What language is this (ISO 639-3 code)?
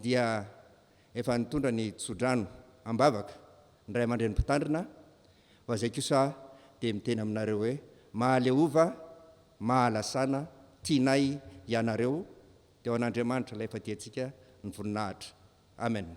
mlg